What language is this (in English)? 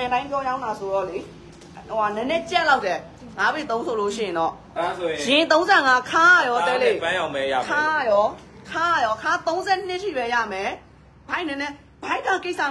Burmese